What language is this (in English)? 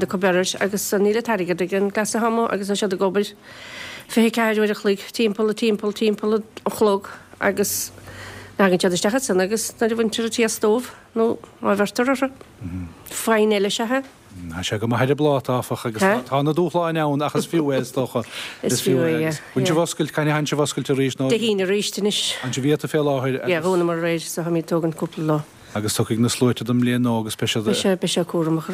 Irish